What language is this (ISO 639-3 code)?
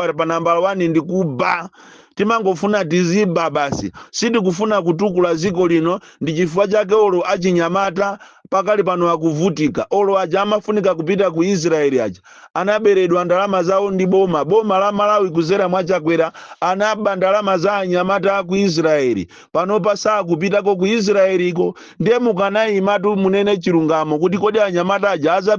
nya